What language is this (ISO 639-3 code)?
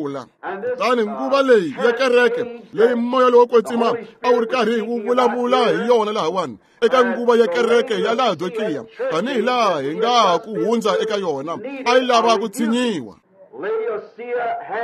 tso